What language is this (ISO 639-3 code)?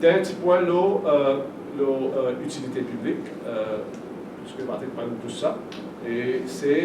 mfe